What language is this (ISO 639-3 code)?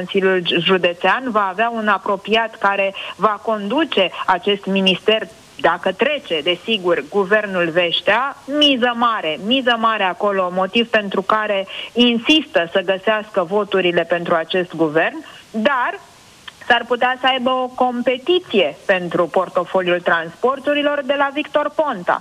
ron